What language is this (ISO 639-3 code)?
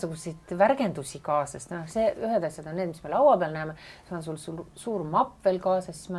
est